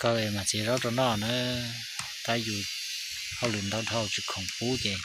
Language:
Hmong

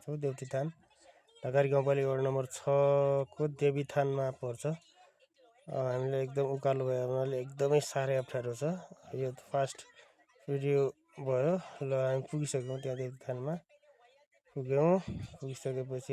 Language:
Nepali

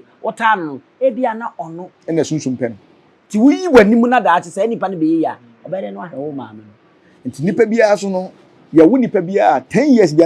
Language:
Akan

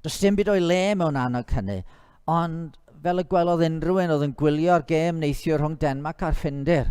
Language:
Welsh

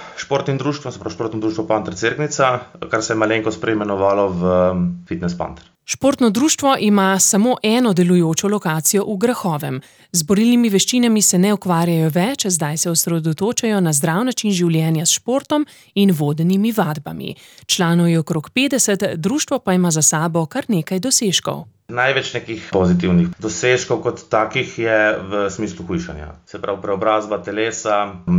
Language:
Slovenian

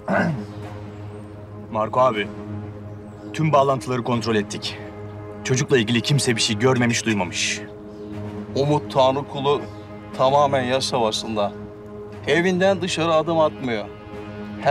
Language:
Turkish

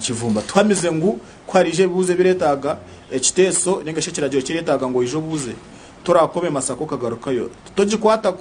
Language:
Nyankole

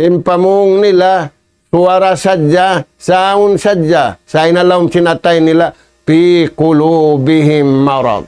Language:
Tausug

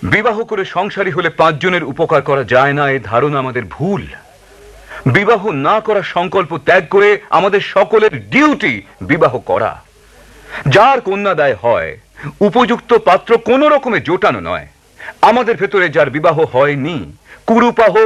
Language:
Bangla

